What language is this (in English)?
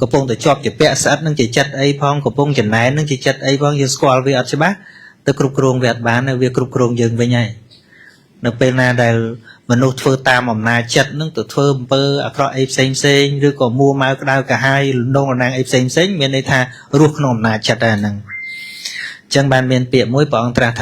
Khmer